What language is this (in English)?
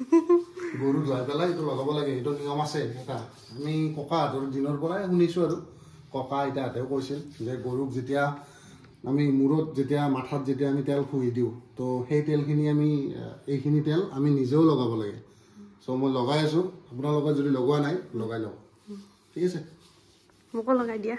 Assamese